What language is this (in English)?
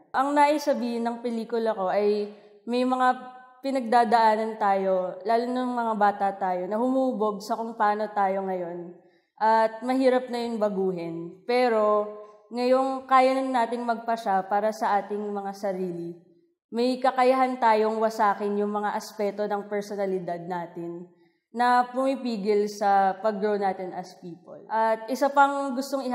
Filipino